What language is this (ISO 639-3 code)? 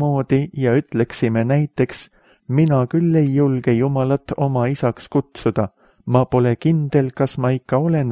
est